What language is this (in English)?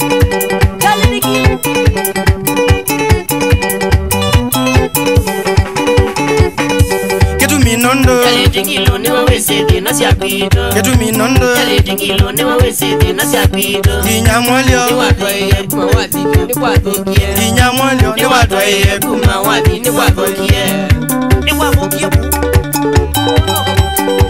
Kamba